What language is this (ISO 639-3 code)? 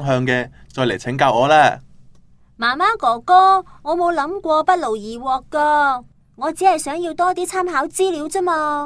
yue